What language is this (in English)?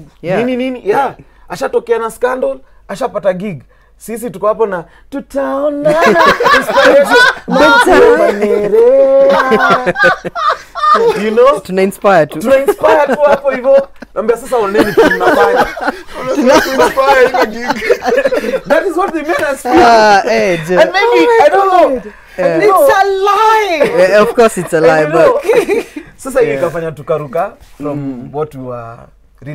Swahili